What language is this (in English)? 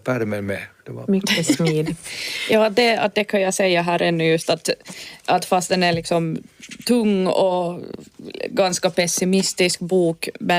Swedish